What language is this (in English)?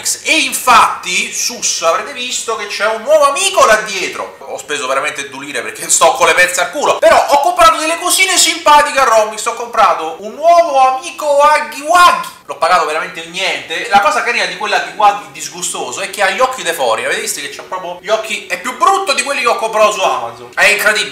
Italian